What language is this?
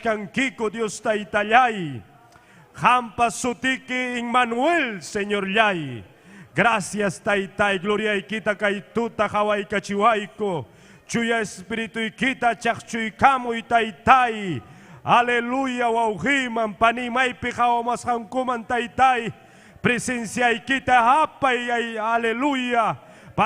Ayacucho Quechua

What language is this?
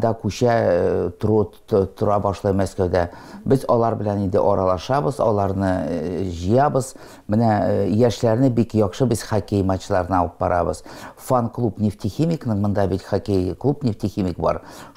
Tatar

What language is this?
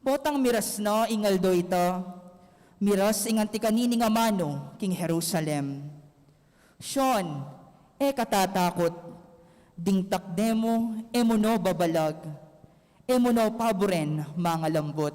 Pampanga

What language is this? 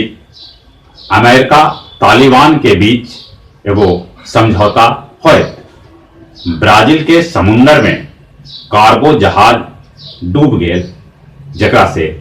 Magahi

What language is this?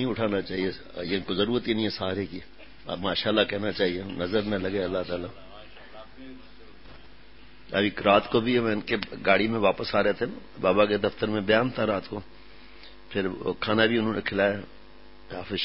Urdu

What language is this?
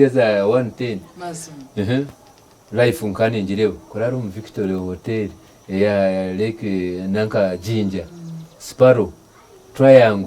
Nyankole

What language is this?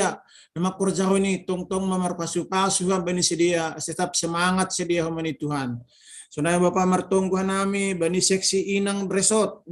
Batak Simalungun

